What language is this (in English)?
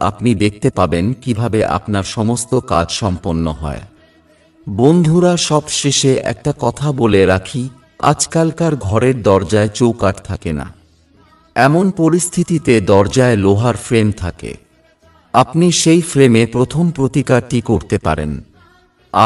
Bangla